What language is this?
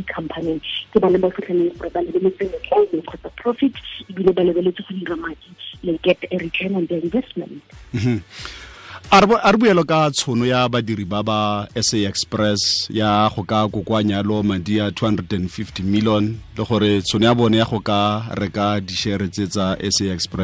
Tswana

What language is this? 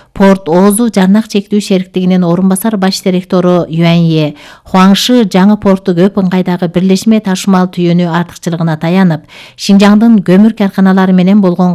Kyrgyz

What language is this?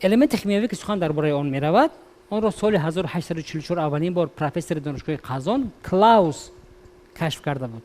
Tajik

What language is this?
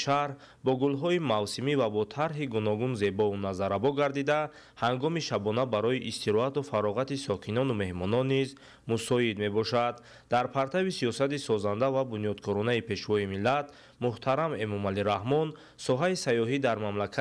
Tajik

